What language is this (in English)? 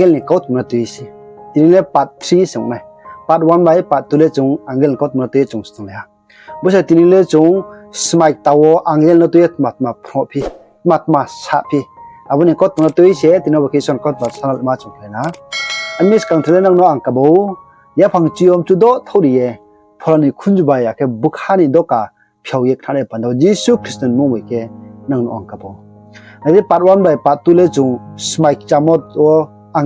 Riang (India)